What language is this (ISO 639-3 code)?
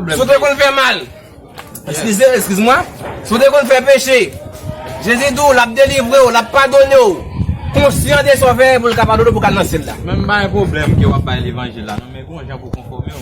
hat